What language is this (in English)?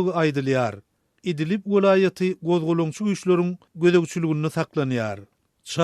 Turkmen